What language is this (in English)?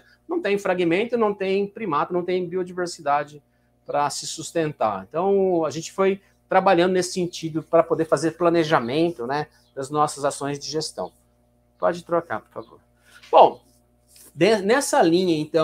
Portuguese